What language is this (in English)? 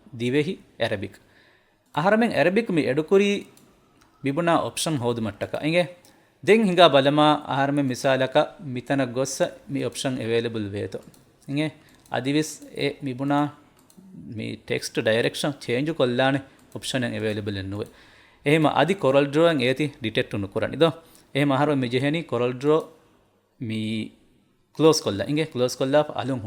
Divehi